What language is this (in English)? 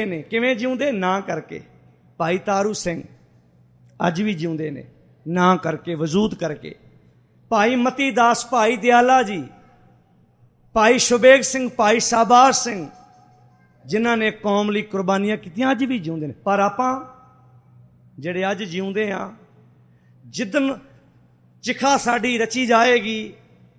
Punjabi